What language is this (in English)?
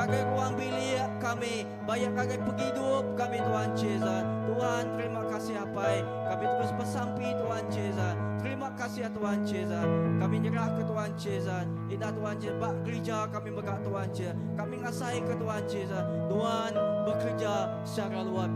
Iban